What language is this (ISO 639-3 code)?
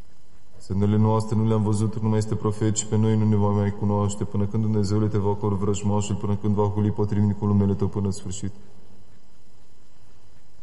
ron